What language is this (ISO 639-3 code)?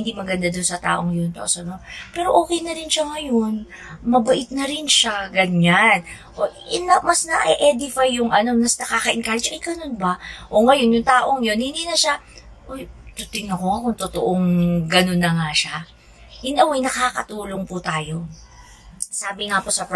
fil